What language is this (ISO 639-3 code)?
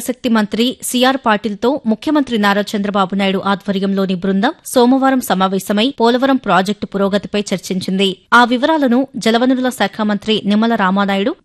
tel